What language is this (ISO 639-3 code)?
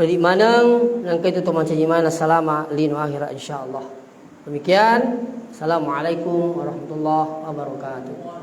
bug